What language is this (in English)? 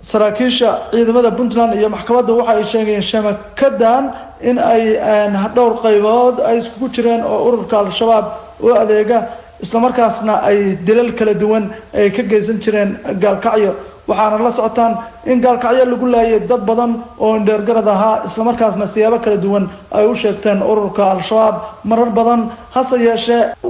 Somali